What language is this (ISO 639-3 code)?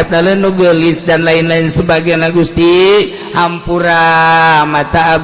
sun